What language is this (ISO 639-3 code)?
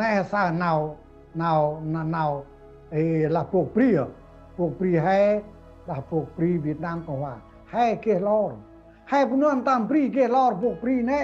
cmo